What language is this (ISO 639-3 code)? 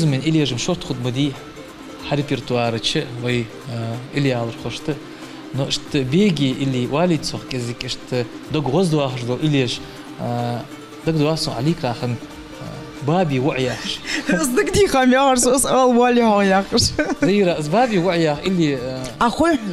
inh